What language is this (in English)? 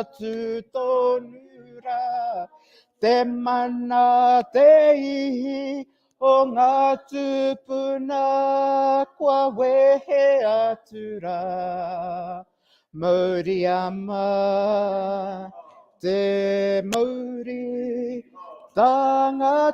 Māori